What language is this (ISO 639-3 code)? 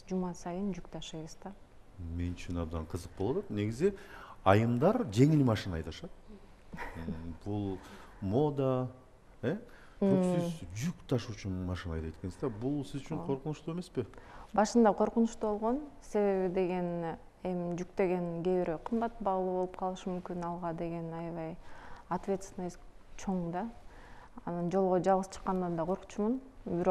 kir